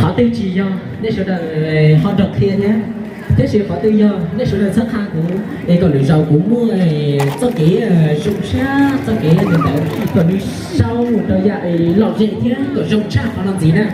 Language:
Hmong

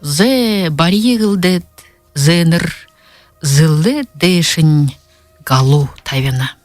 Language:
Buriat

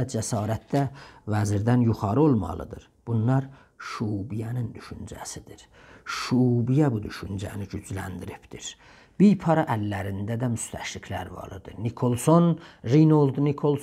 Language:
South Azerbaijani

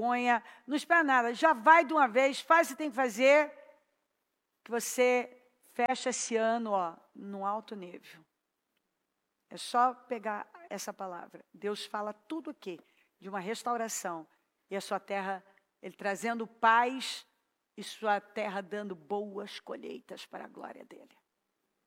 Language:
Portuguese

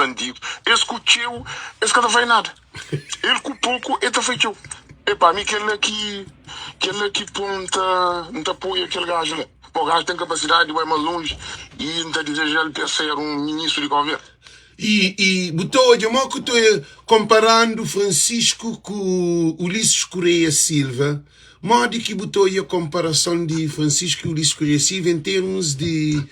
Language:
Kabuverdianu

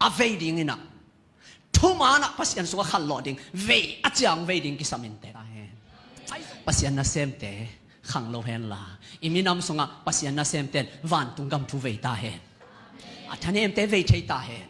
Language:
Tedim Chin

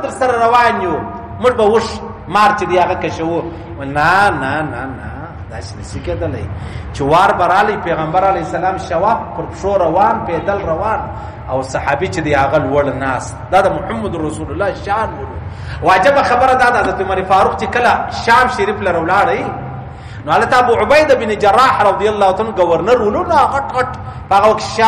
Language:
Pashto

